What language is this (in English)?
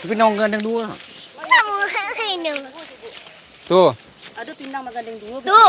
Minangkabau